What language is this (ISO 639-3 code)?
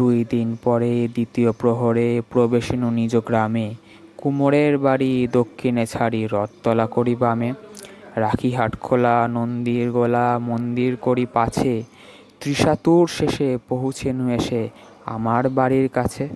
ben